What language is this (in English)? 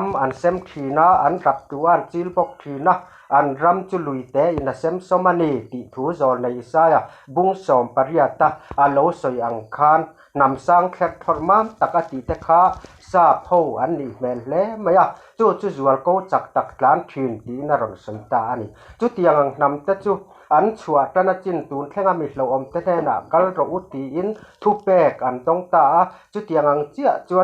Mizo